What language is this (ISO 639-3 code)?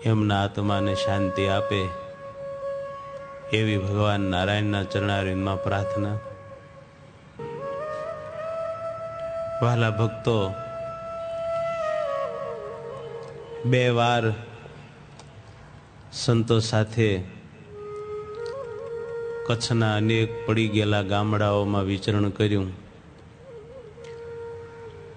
guj